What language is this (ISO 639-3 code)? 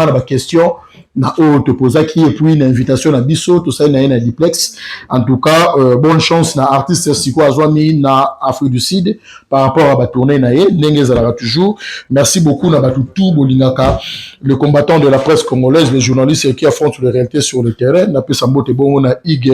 lin